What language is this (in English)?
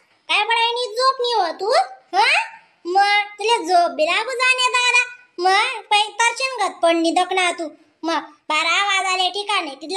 Khandesi